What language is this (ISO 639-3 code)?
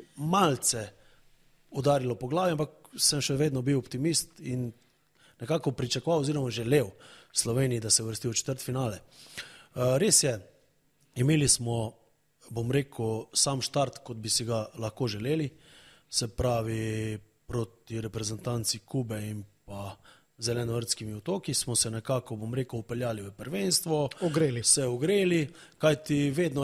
slv